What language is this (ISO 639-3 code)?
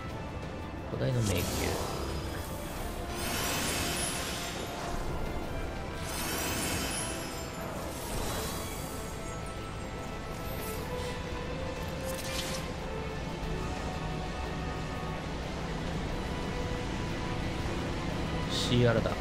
jpn